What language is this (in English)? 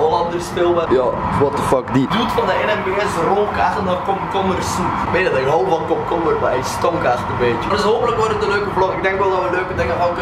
Dutch